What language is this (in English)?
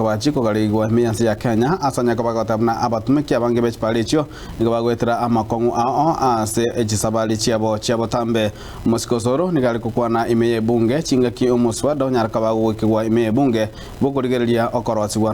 Gusii